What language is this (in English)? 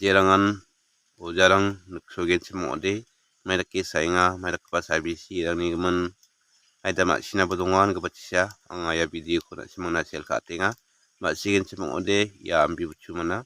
Garo